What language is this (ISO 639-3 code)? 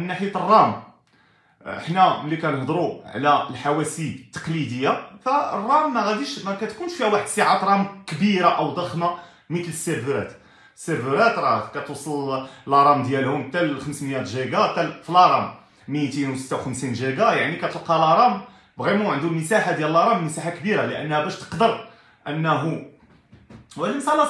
ary